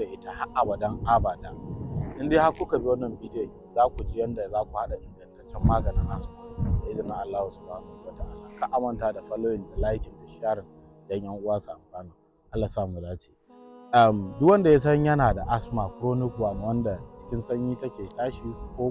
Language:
Hausa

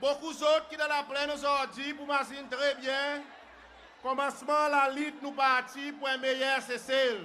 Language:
Seselwa Creole French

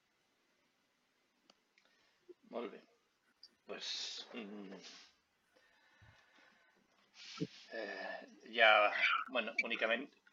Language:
Catalan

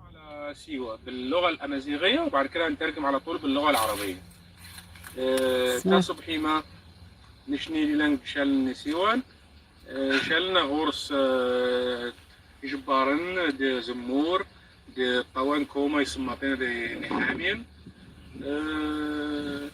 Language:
Algerian Arabic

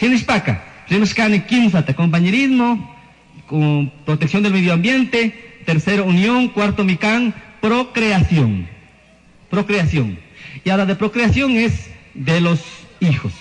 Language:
Chimborazo Highland Quichua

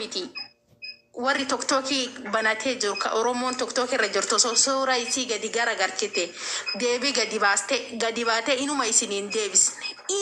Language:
Oromo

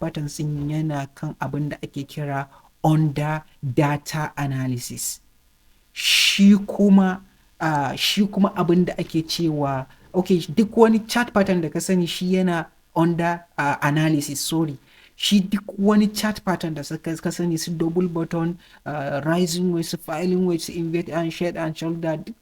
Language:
Hausa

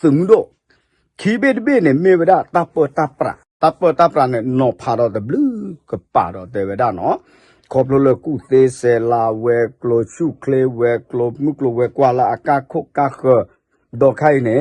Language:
S'gaw Karen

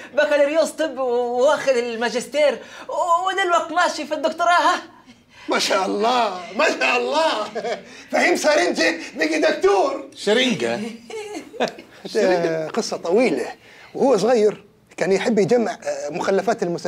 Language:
Egyptian Arabic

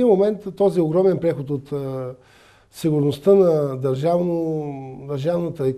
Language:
Bulgarian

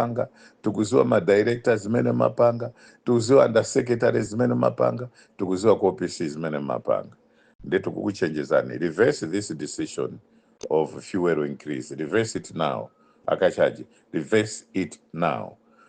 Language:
Nyanja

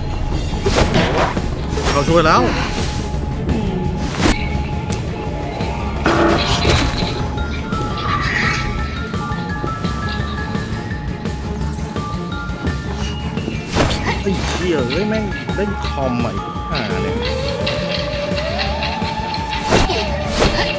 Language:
Thai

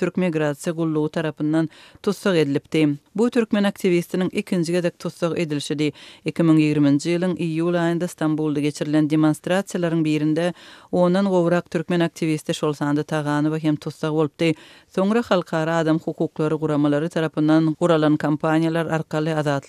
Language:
Turkmen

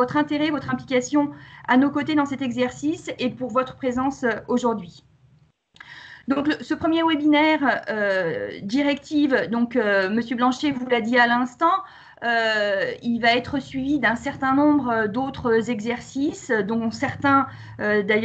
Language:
French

